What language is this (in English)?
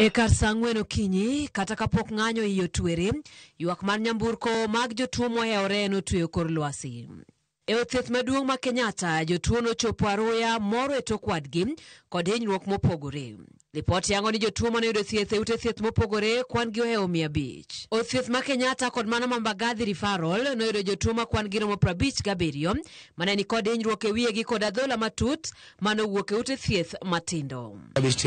Luo (Kenya and Tanzania)